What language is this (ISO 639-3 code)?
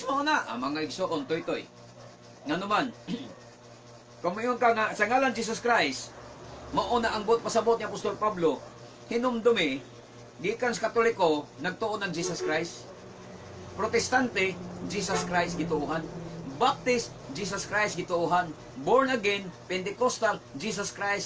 ceb